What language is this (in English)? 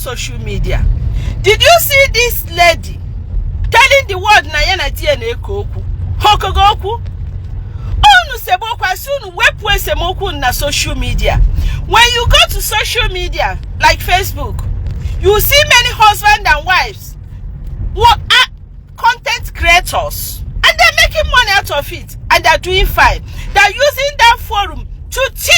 Igbo